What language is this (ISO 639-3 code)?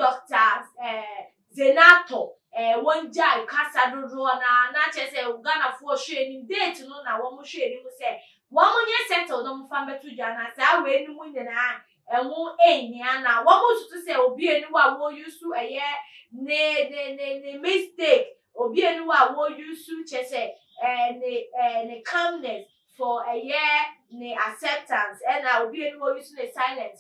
aka